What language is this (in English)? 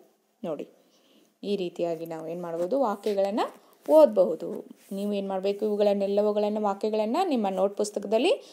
Kannada